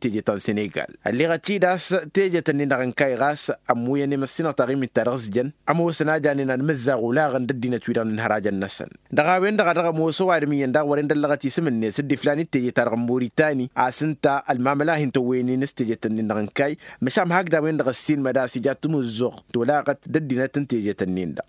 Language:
Tamasheq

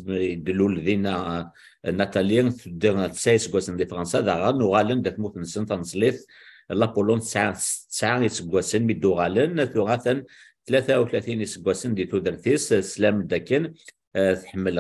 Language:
Kabyle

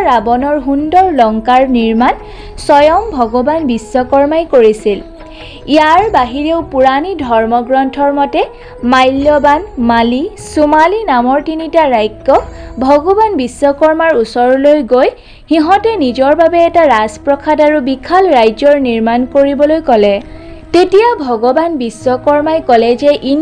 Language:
Assamese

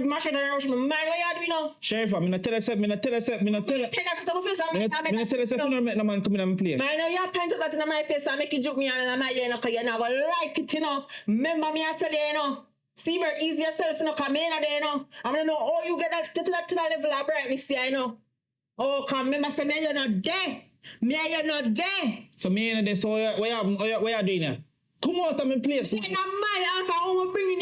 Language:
Jamaican Creole English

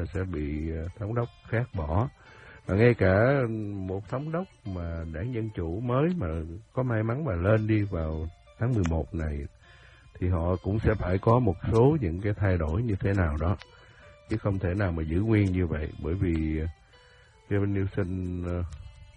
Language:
Vietnamese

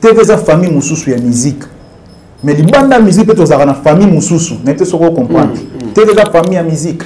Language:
Lingala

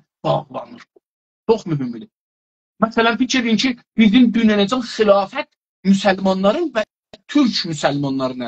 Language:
South Azerbaijani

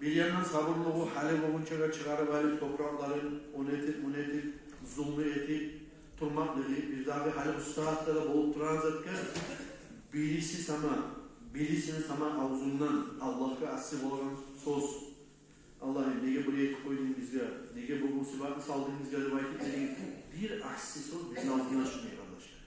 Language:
Kumyk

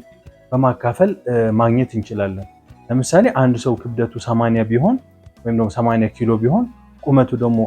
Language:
Amharic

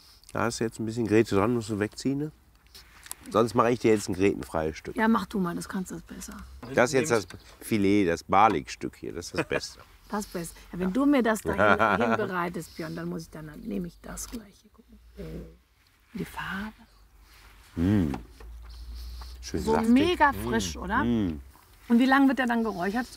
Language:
German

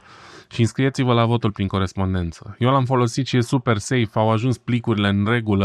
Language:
Romanian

